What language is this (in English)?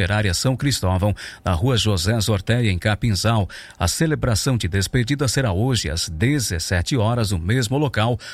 Portuguese